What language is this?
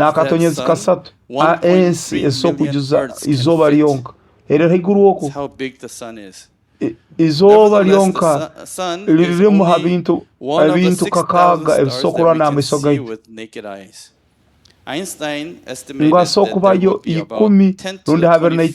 Nyoro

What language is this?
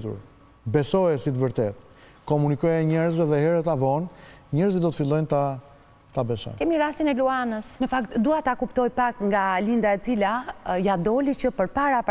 Albanian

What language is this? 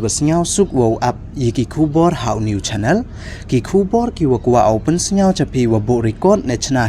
Pnar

